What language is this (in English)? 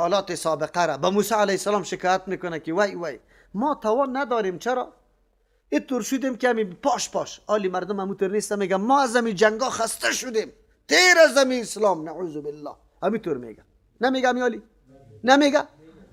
Persian